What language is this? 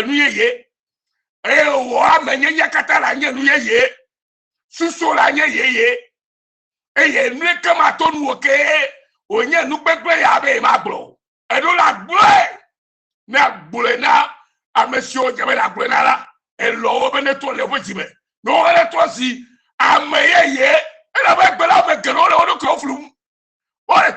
Ewe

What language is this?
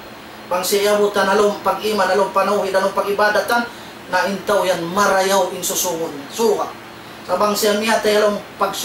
Tausug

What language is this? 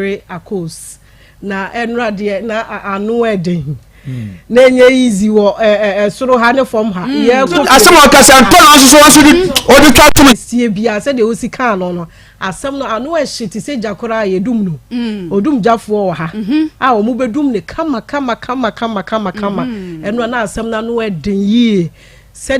Akan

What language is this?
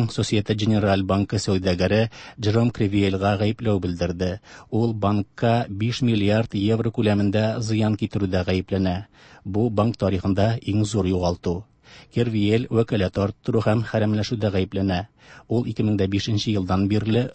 Tatar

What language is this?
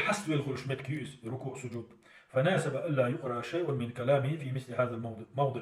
Chechen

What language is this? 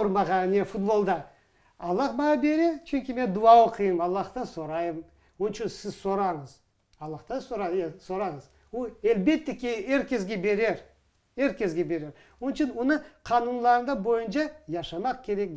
Crimean Tatar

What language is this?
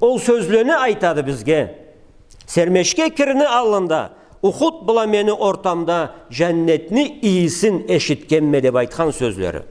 Karachay-Balkar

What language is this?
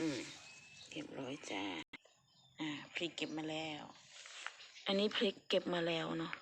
Lao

